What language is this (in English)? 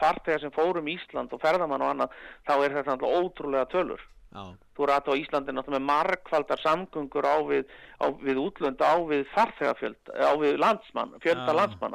Icelandic